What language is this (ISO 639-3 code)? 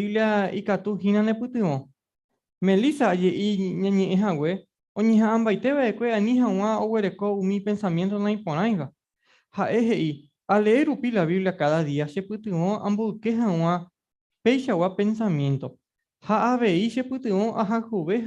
grn